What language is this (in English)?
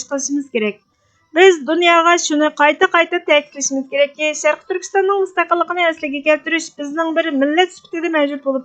Uyghur